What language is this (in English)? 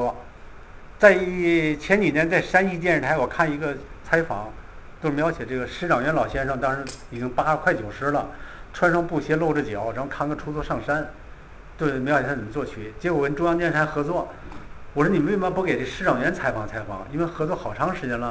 Chinese